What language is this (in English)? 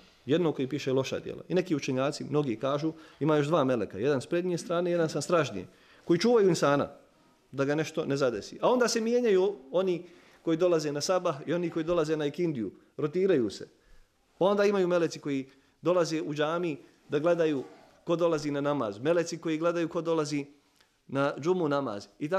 Bosnian